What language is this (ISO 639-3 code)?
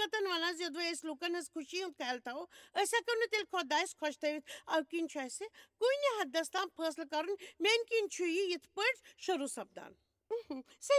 kas